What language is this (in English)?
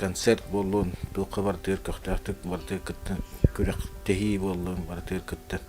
Yakut